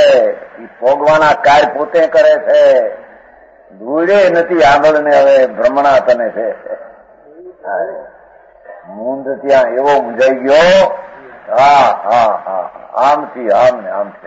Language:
Gujarati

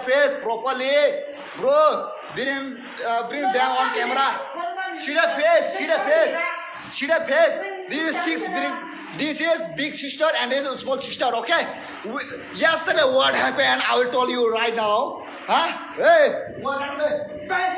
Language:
Kok Borok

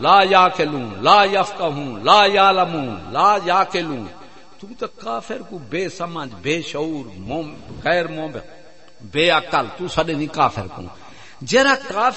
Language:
Saraiki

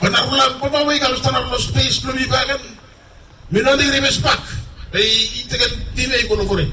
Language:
Bislama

